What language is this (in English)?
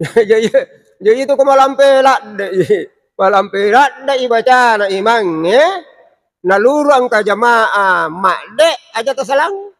Buginese